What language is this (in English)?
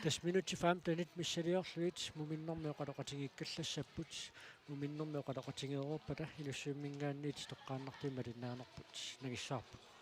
Kalaallisut